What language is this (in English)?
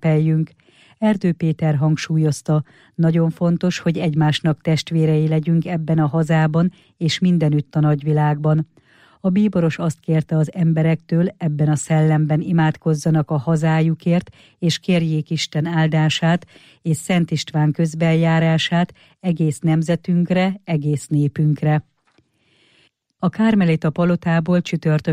Hungarian